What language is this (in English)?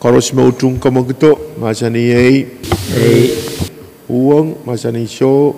Pohnpeian